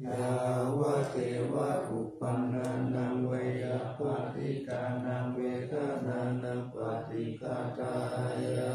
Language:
Pali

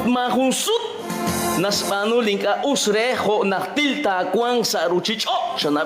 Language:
Kekchí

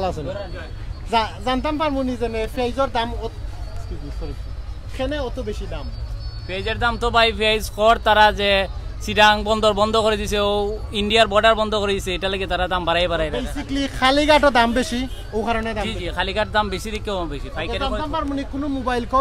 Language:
Sylheti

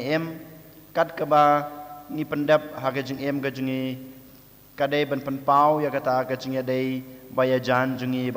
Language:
Khasi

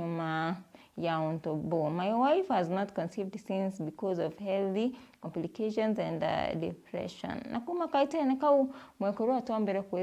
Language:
Meru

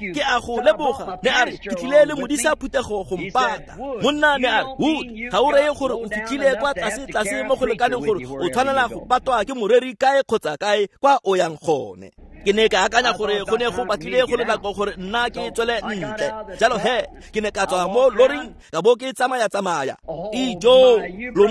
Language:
Tswana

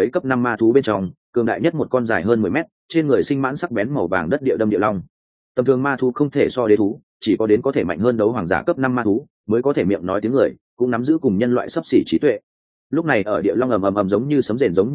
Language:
Vietnamese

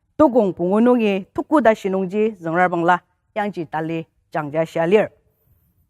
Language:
Ao Naga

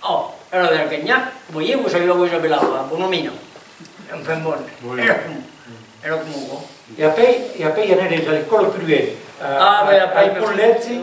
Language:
Occitan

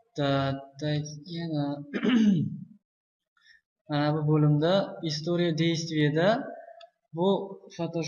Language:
Uzbek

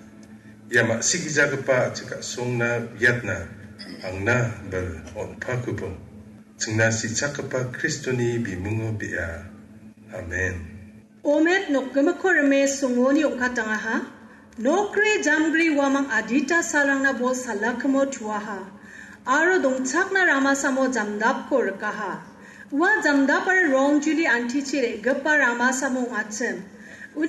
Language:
Garo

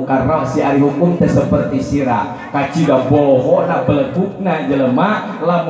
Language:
Sundanese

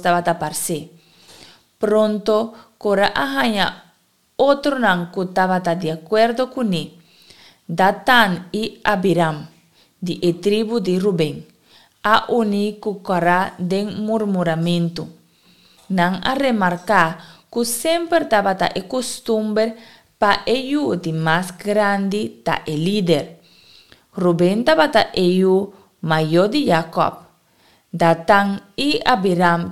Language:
Papiamento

